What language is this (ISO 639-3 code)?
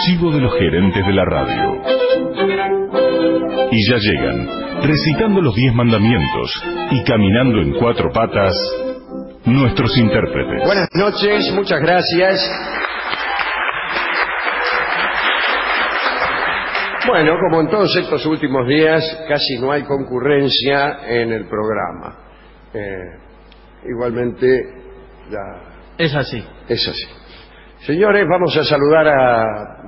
spa